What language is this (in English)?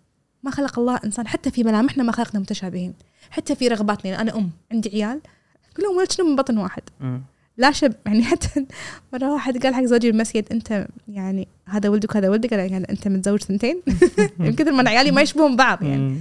Gulf Arabic